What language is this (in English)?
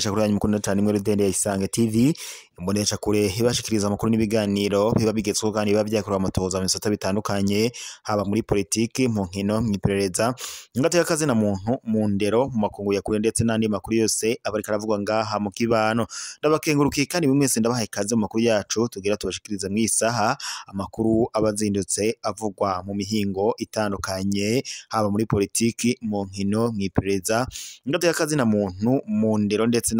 Rundi